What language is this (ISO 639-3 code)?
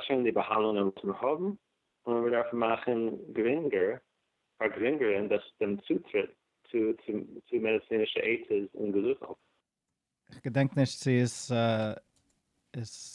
yid